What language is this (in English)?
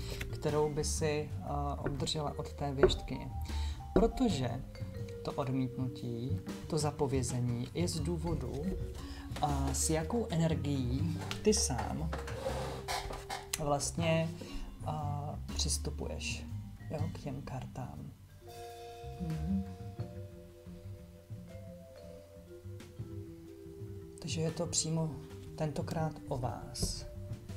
Czech